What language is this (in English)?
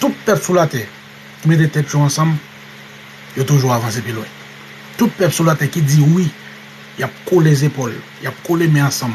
Haitian Creole